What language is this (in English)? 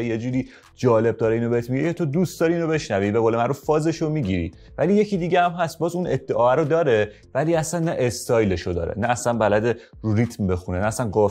Persian